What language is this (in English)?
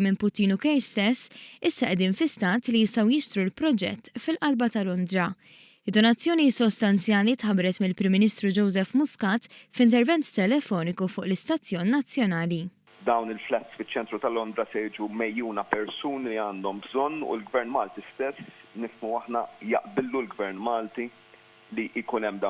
Maltese